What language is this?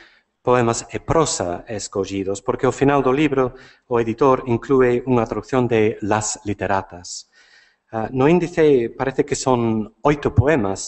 Galician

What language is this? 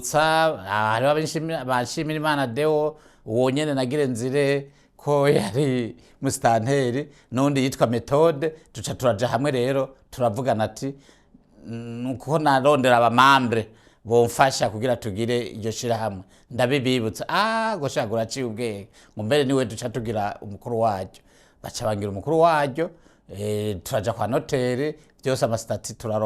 Rundi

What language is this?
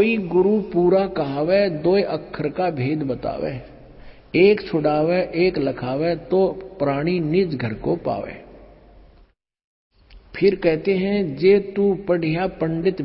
Hindi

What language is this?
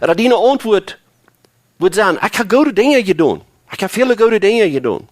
Plautdietsch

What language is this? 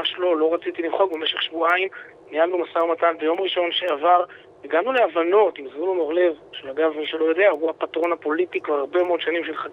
Hebrew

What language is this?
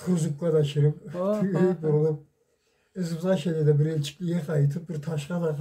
Karachay-Balkar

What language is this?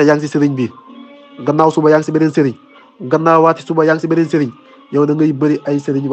Wolof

